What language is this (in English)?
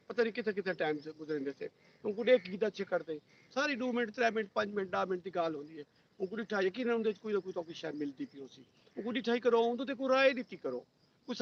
Saraiki